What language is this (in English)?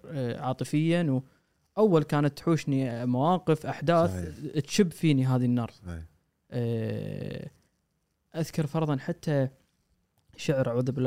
Gulf Arabic